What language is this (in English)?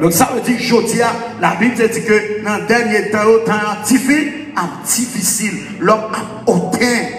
Haitian Creole